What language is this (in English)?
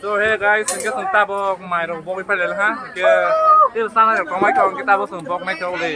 Kok Borok